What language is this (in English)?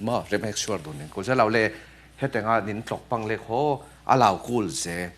Falam Chin